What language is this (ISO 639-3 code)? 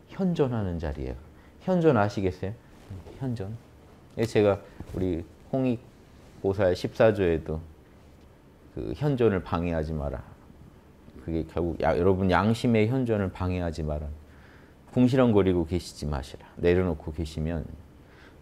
kor